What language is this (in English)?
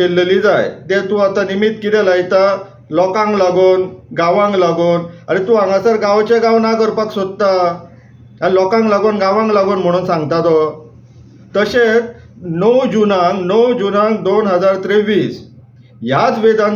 Konkani